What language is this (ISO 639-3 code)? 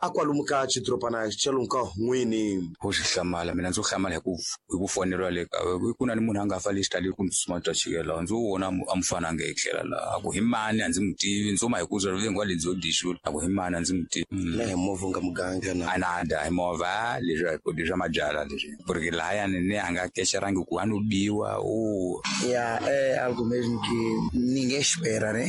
tso